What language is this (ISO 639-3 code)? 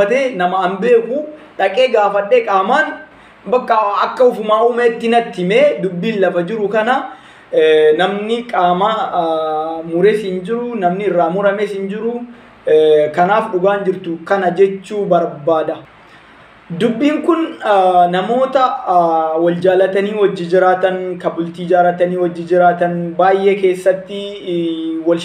orm